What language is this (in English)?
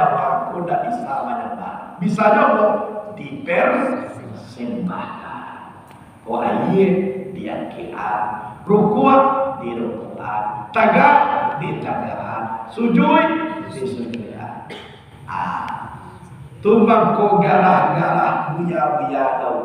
Minangkabau